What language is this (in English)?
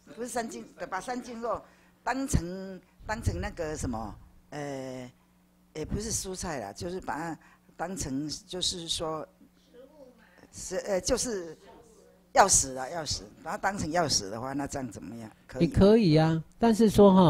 Chinese